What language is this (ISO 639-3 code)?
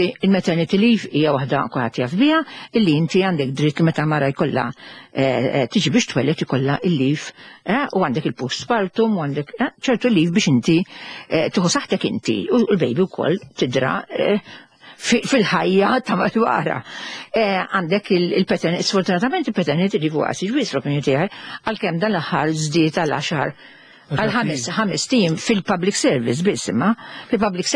mlt